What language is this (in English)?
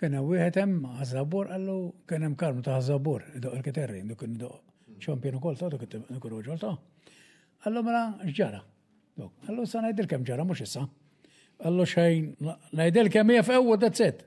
Maltese